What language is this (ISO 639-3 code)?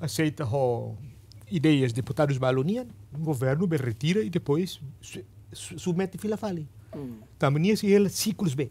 tet